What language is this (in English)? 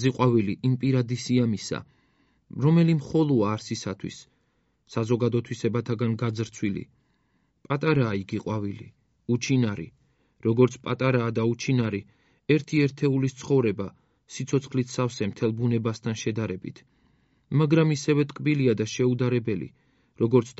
Georgian